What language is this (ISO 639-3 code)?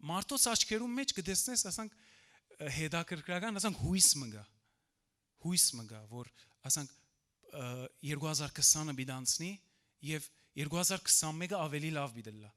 hyw